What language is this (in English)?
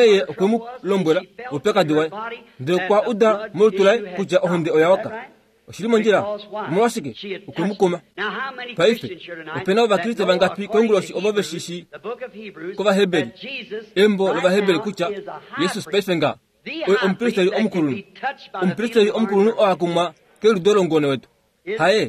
Kuanyama